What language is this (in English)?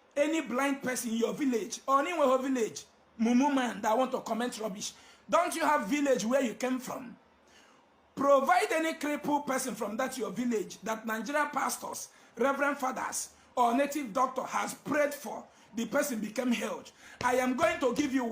Nigerian Pidgin